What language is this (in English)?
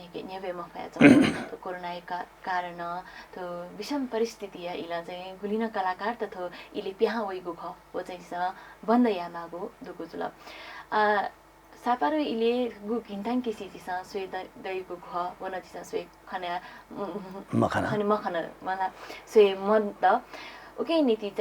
Newari